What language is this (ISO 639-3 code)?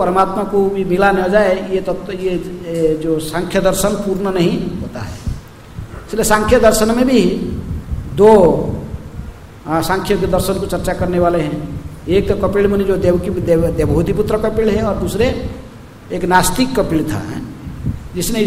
hin